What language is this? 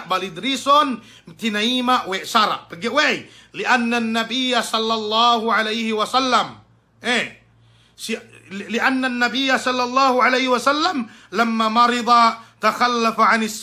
Yakan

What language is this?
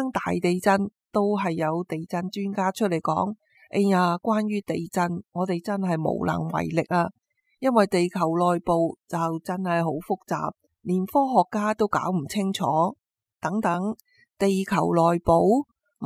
Cantonese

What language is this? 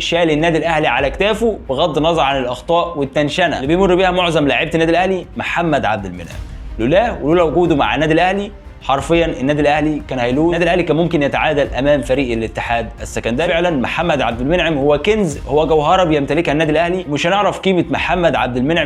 Egyptian Arabic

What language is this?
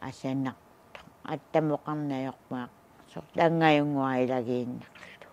Kalaallisut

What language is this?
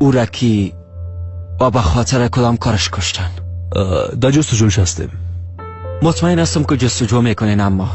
Persian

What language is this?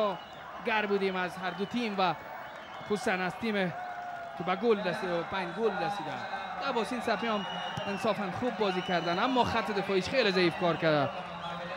Persian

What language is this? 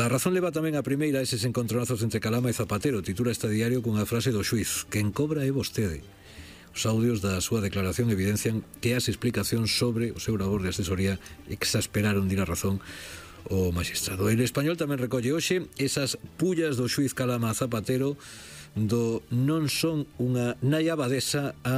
Galician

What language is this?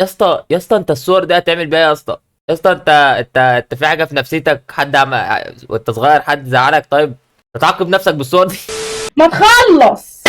Egyptian Arabic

